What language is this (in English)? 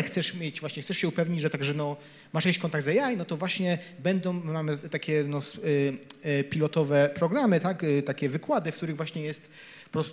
Polish